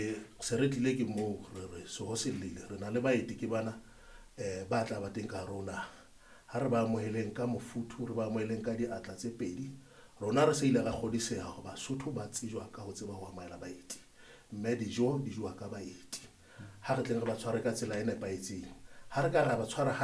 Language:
Southern Sotho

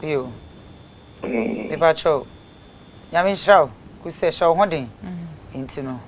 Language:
Akan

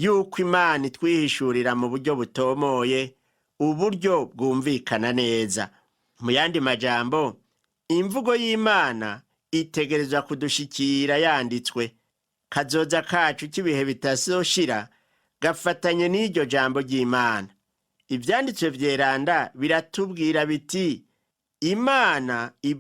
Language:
Rundi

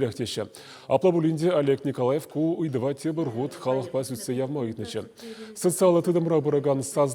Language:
Chuvash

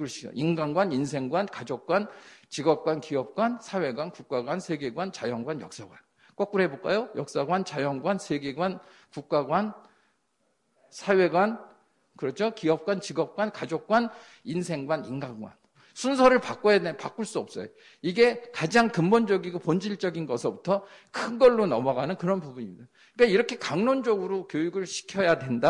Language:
Korean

